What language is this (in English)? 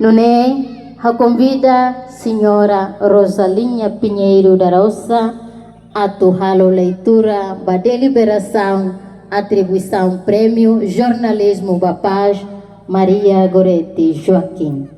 Tetum